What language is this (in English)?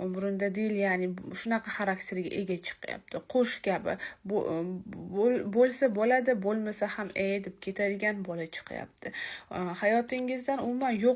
Uzbek